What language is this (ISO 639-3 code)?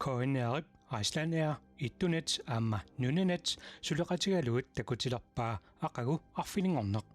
kal